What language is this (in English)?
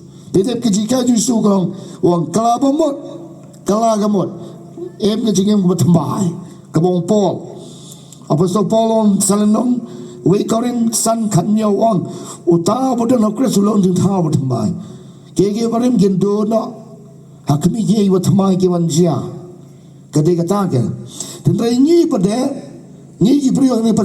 Khasi